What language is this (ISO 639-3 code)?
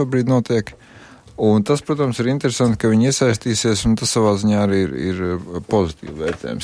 lav